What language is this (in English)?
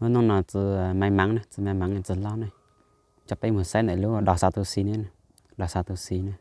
Hmong